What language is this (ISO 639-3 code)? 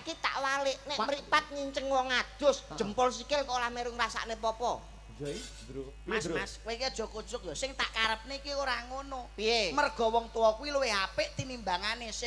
jav